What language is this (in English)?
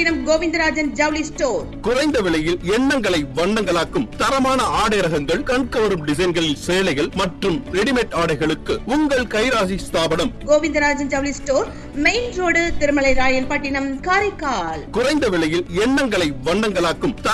Tamil